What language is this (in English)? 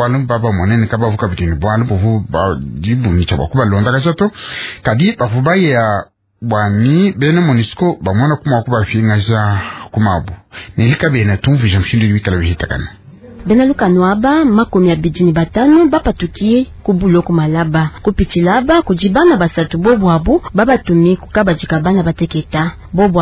Luba-Lulua